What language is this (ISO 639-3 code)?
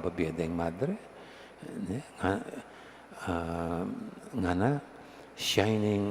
pam